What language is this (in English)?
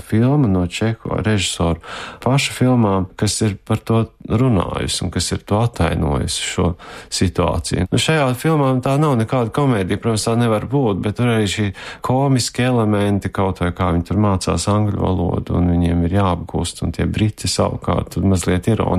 Latvian